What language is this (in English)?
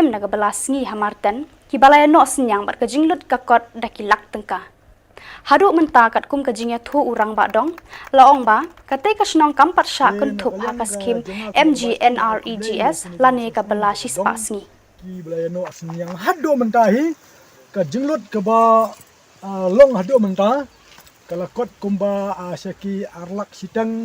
Khasi